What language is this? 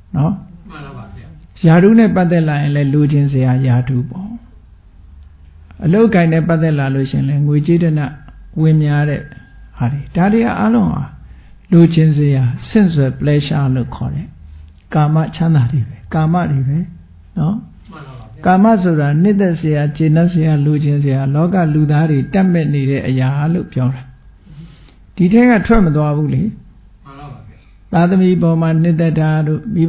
Burmese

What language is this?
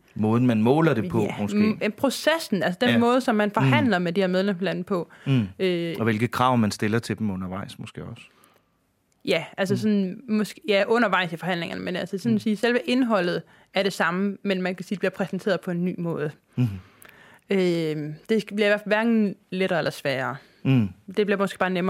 Danish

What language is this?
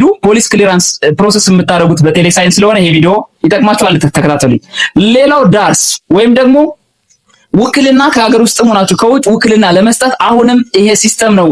Amharic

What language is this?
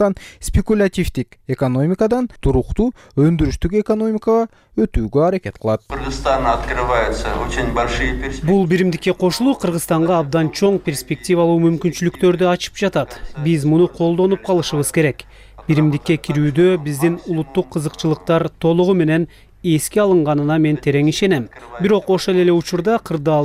Kyrgyz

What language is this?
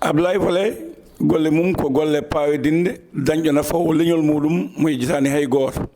Fula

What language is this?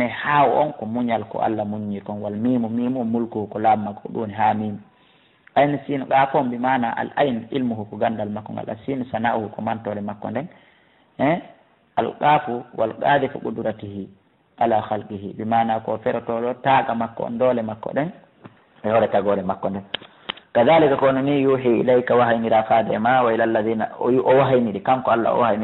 Fula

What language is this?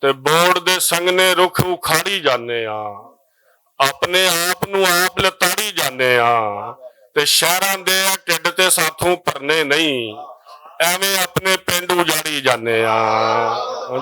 Western Panjabi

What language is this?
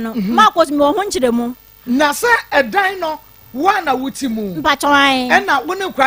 Akan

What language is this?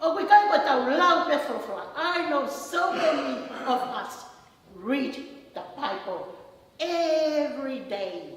Tongan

